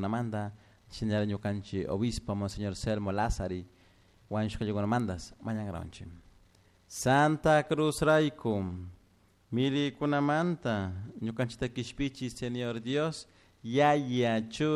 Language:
Chimborazo Highland Quichua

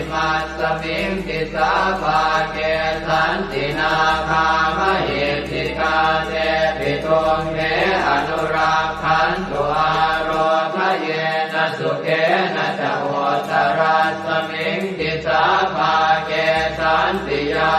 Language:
Pali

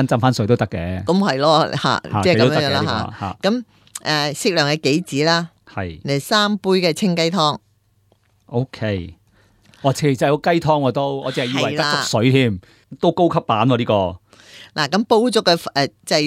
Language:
Cantonese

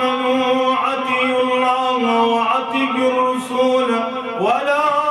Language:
Kashmiri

